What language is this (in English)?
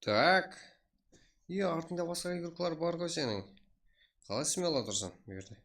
Kara-Kalpak